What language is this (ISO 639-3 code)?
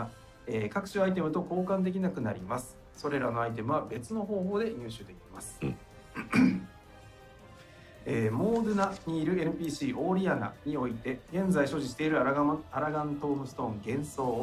jpn